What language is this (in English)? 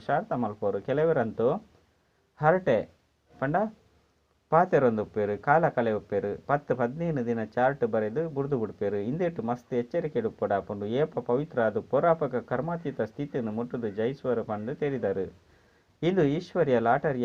Tulu